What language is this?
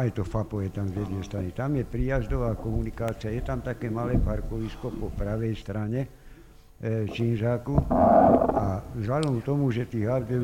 Slovak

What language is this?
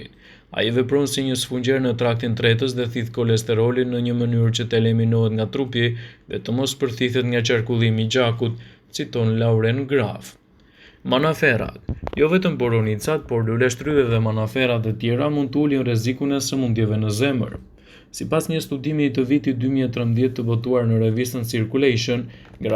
Albanian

